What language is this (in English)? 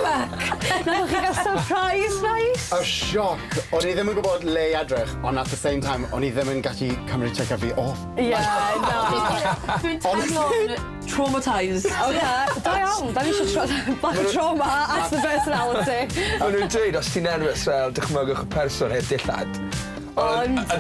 Welsh